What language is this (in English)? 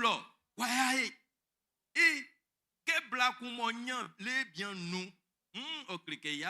Baoulé